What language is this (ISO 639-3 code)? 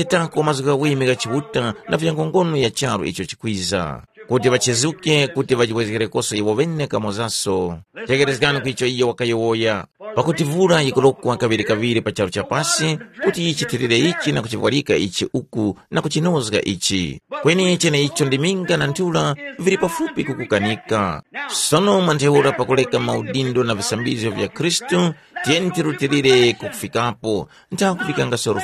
tum